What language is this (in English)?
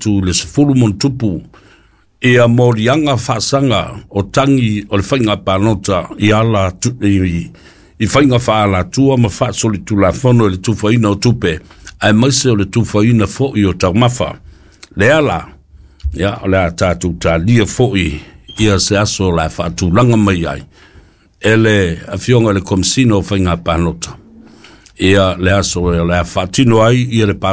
Samoan